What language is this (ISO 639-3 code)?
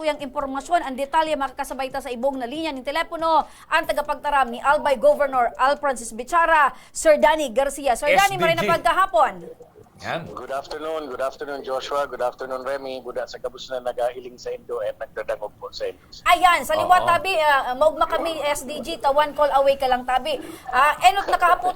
bik